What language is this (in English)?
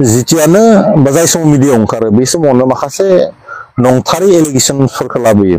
Bodo